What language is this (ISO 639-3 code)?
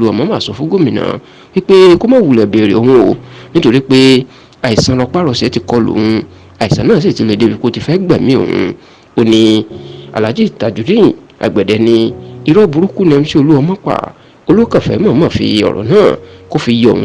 yor